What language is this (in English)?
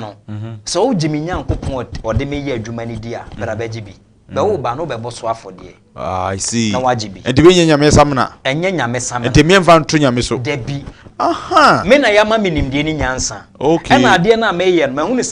Akan